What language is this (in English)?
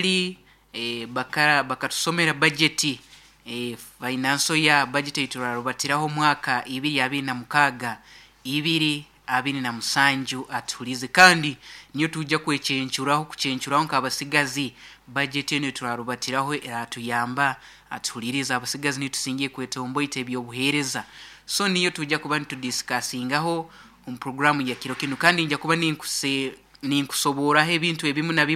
Nyoro